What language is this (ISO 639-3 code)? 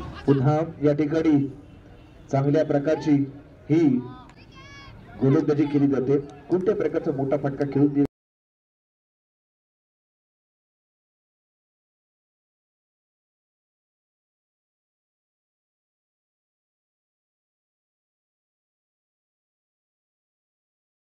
mar